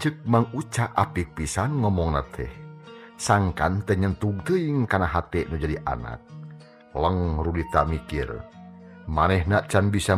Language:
Sundanese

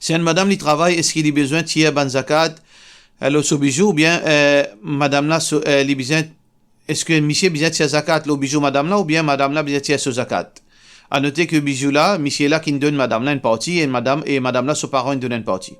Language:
Morisyen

